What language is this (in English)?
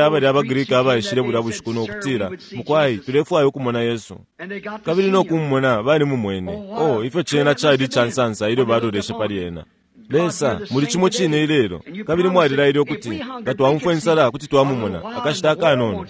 Bemba